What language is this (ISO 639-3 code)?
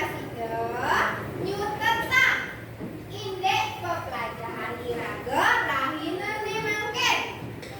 ban